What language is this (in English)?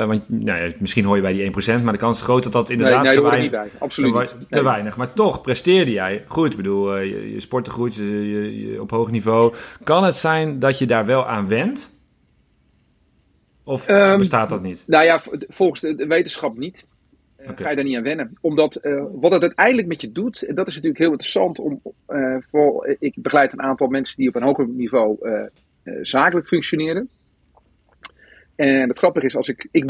Dutch